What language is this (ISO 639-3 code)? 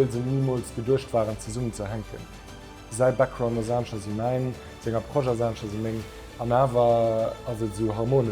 ltz